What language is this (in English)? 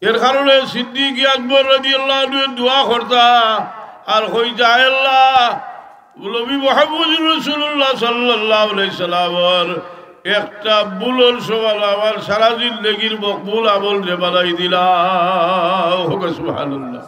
Sylheti